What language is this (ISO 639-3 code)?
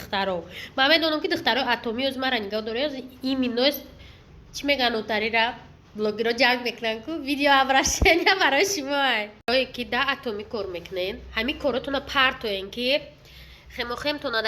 tgk